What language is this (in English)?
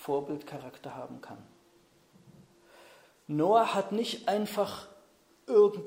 German